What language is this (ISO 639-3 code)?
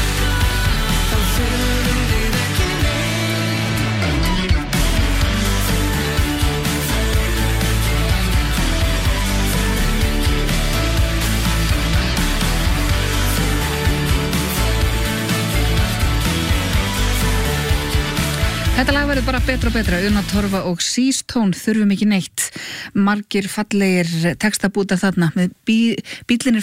isl